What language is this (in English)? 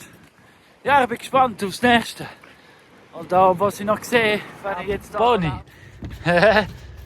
Swiss German